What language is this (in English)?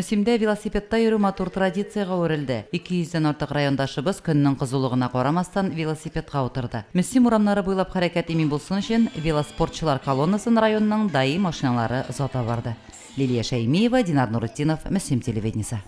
Tatar